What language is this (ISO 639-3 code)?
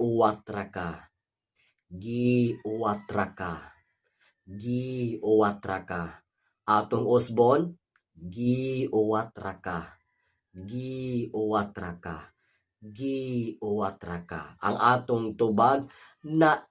ceb